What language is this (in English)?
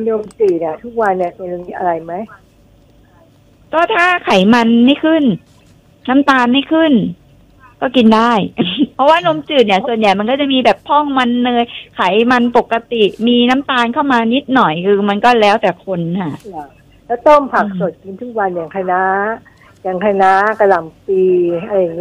Thai